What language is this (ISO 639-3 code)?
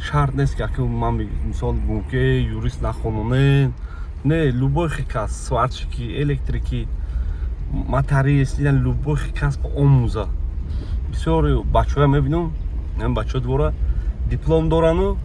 tgk